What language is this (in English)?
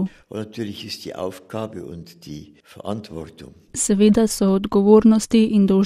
Slovenian